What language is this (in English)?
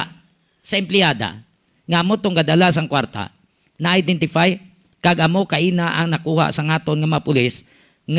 Hiligaynon